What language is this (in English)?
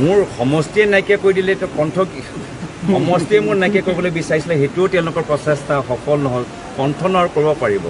Assamese